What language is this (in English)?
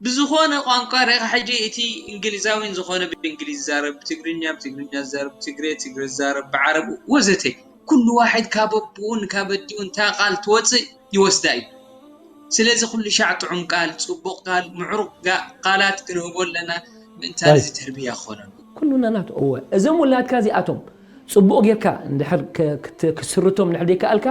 Tigrinya